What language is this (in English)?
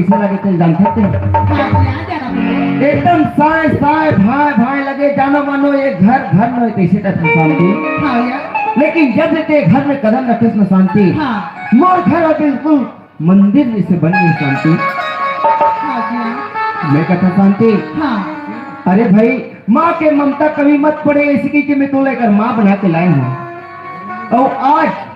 Chhattisgarhi